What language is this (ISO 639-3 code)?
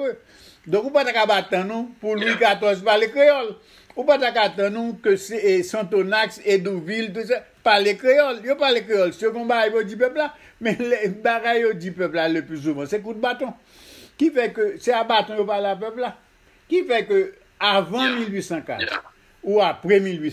hat